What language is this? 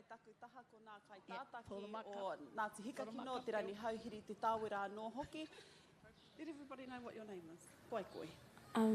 Māori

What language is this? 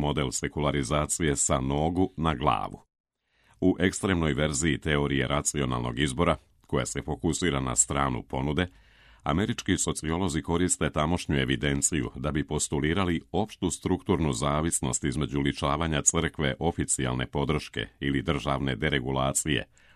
Serbian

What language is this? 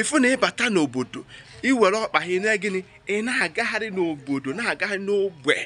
Igbo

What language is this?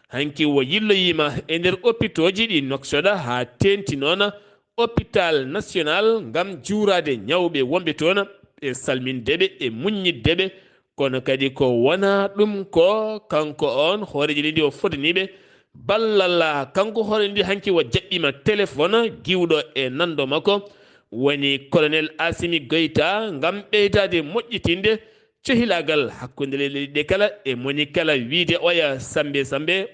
Fula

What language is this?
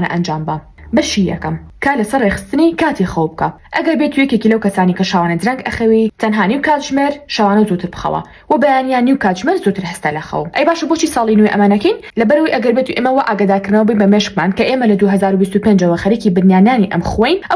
Central Kurdish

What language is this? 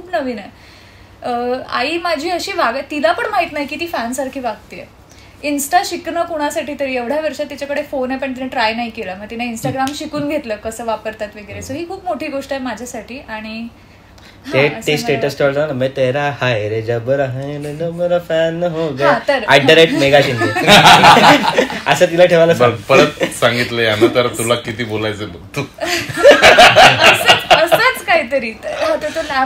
Marathi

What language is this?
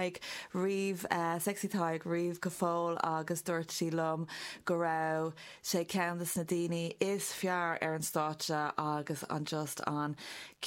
Irish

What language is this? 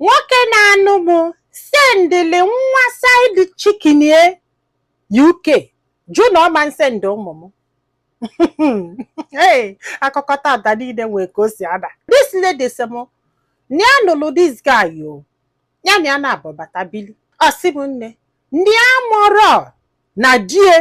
Igbo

